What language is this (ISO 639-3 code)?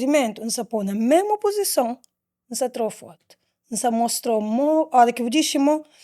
kea